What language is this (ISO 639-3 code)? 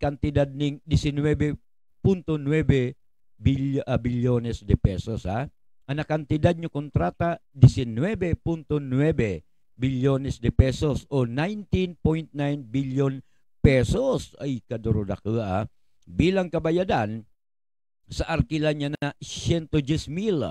ubl